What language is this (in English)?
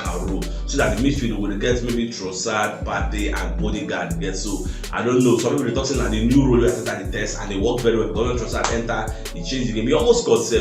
Nigerian Pidgin